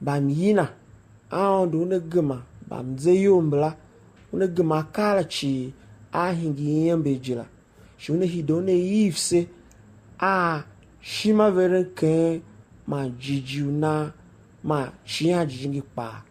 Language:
Tiv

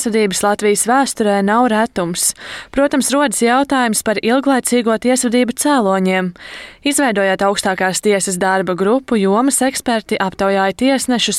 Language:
Latvian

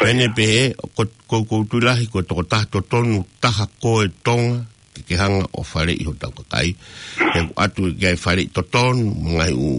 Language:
Tongan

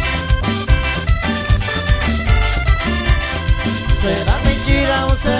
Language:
Portuguese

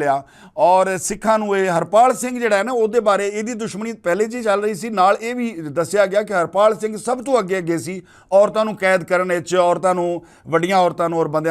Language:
Western Panjabi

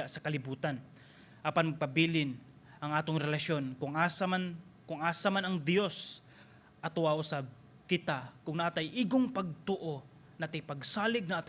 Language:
Cebuano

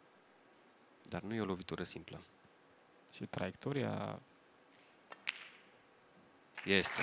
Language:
Romanian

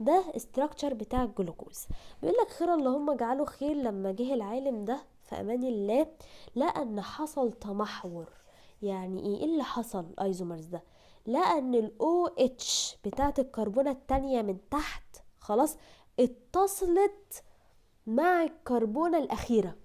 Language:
Egyptian Arabic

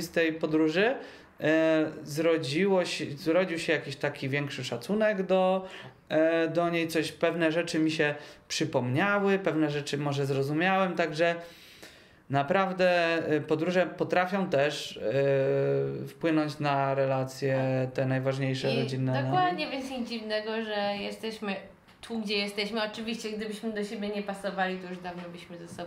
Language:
Polish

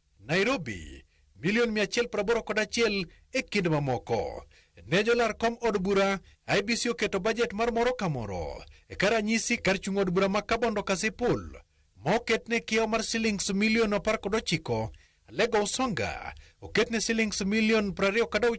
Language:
Luo (Kenya and Tanzania)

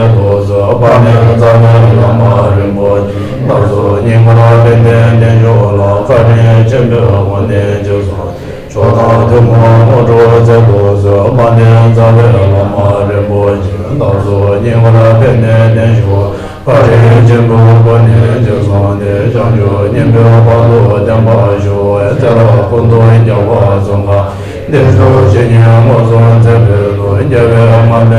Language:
Tibetan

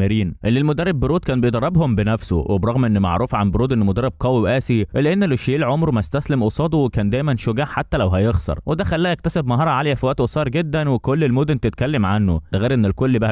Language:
Egyptian Arabic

